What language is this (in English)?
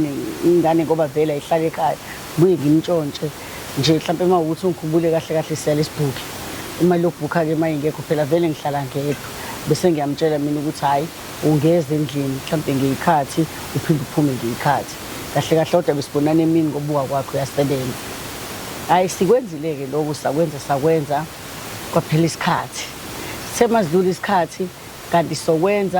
Zulu